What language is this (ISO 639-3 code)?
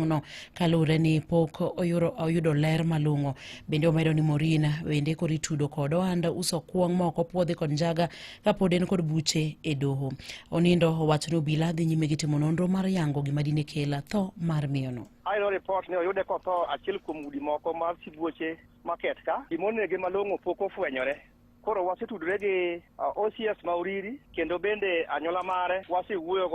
luo